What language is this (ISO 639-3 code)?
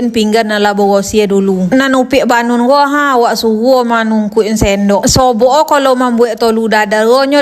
min